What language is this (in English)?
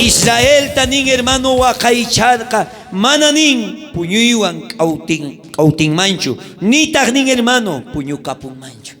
South Bolivian Quechua